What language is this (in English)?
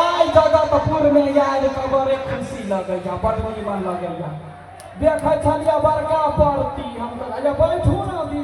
Maithili